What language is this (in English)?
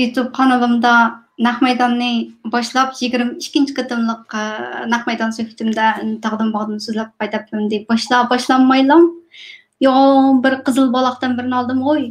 Uyghur